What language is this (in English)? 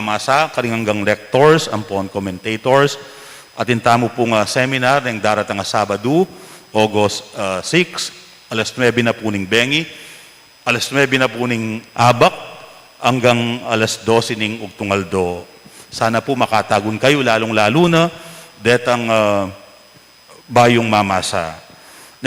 Pampanga